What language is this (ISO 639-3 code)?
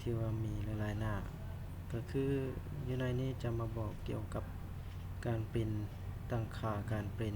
lao